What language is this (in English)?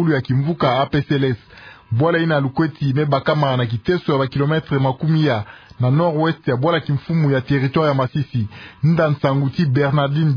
Kituba (Democratic Republic of Congo)